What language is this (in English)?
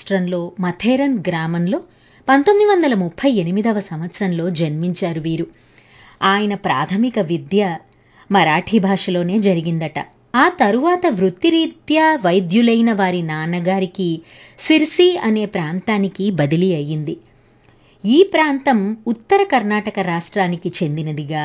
Telugu